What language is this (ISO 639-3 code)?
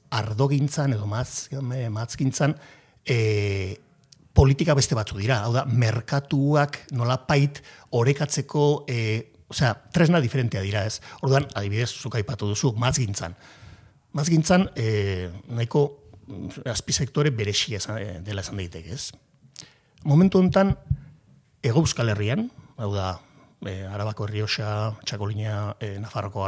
eus